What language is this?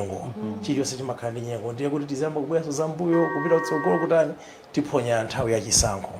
Nyanja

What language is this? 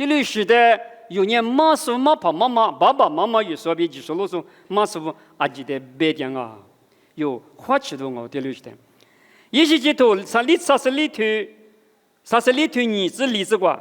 Lisu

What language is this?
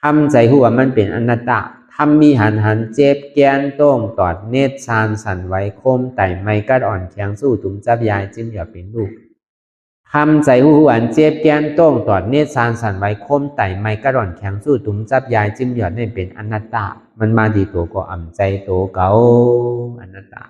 Shan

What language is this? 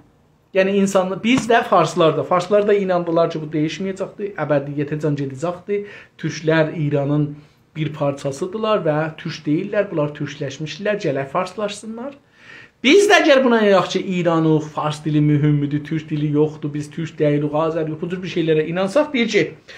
South Azerbaijani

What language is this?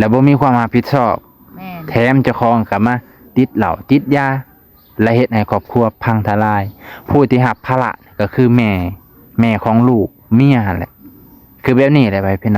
Lao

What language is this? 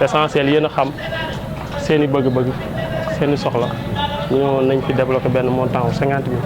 Wolof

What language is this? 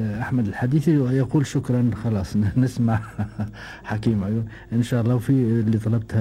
Gulf Arabic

